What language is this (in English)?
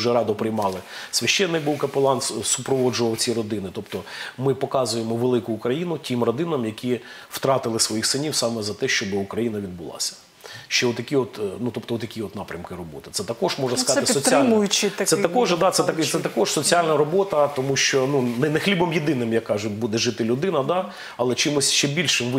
Ukrainian